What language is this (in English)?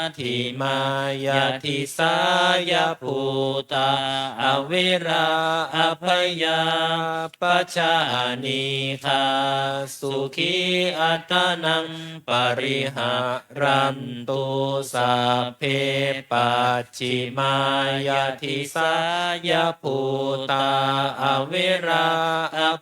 Pali